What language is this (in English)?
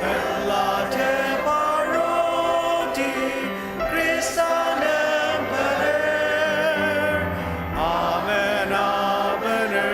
Ao Naga